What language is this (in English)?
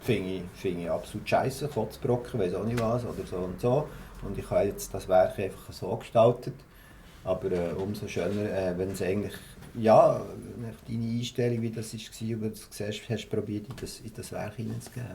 Swiss German